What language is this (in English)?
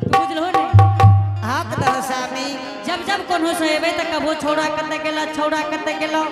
Angika